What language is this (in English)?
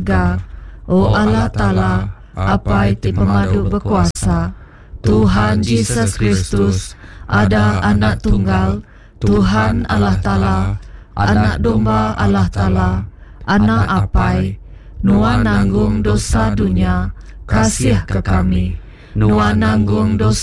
Iban